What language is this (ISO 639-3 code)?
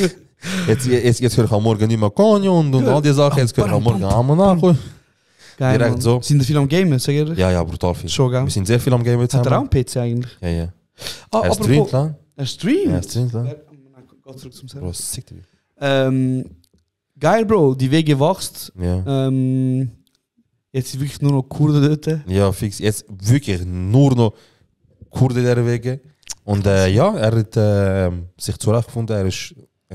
gsw